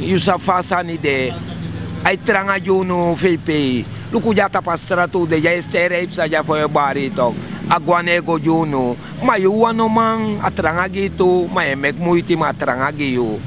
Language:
Sranan Tongo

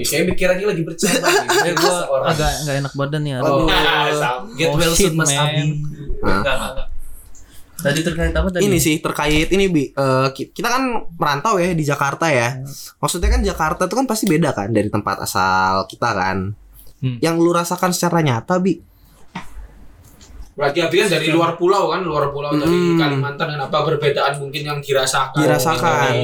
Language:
Indonesian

